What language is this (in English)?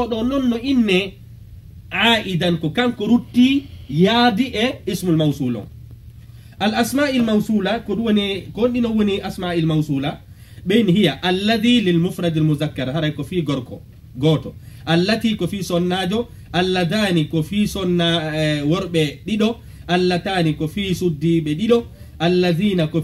Pular